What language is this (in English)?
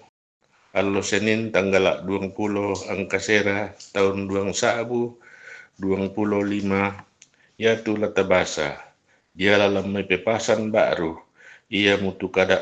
Toraja-Sa'dan